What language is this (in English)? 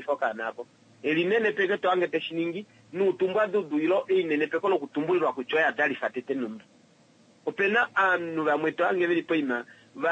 Kuanyama